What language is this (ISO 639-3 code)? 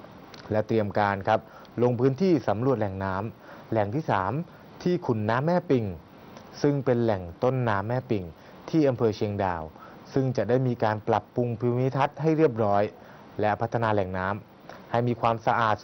tha